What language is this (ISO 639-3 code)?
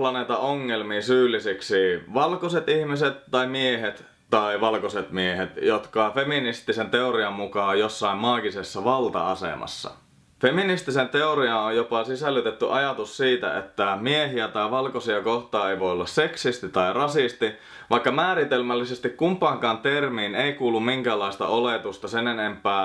fin